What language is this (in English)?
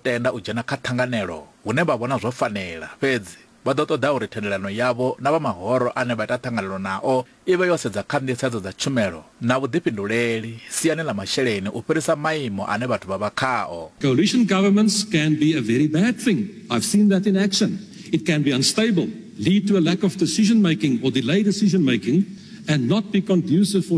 Venda